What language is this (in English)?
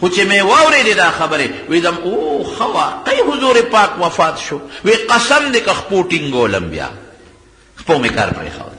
Pashto